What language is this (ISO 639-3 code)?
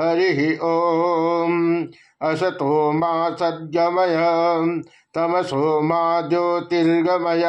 san